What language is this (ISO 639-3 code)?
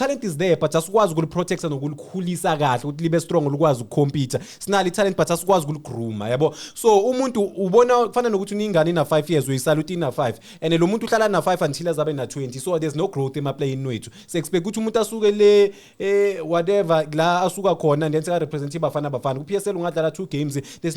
zul